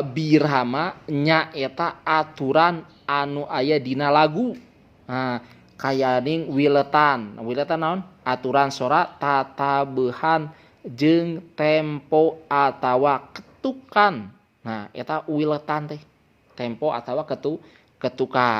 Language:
Sundanese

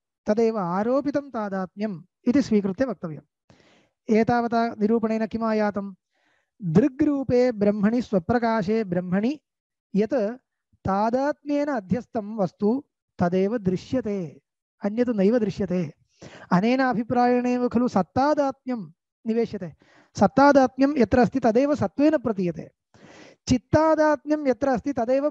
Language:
Sanskrit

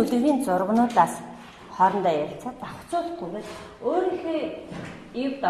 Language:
Mongolian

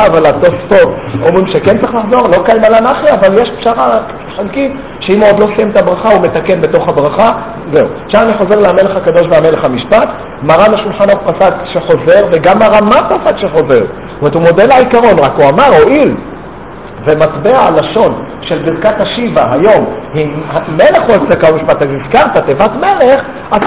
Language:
Hebrew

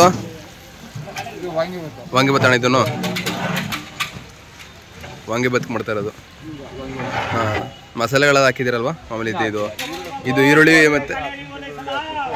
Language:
Kannada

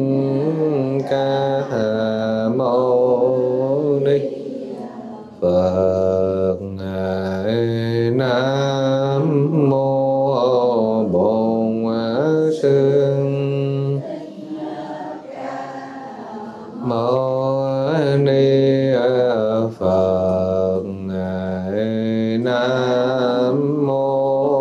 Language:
Vietnamese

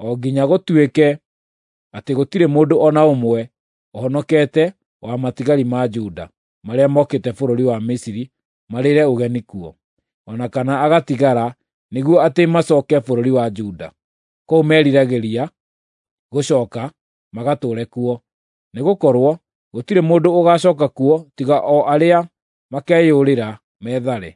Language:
Kikuyu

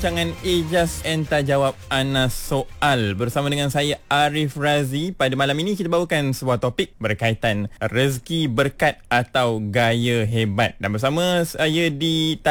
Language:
Malay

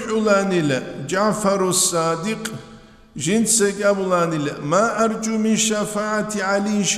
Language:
Avaric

